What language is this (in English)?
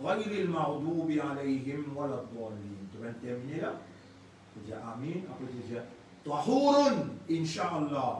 Morisyen